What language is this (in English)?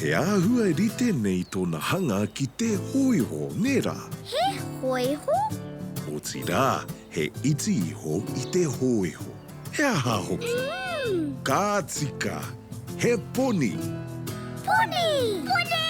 Māori